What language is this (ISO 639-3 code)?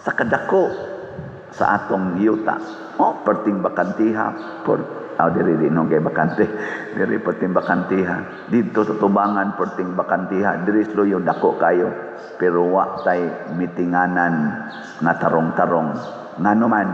ceb